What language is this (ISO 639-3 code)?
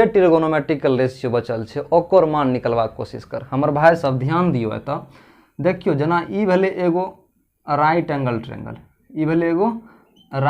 mai